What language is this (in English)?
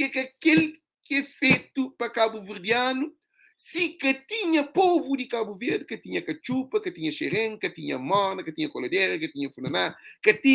Kabuverdianu